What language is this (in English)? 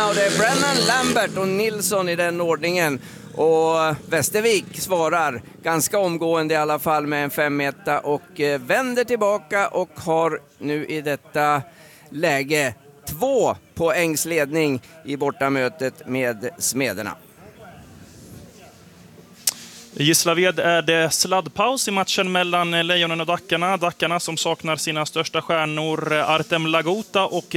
Swedish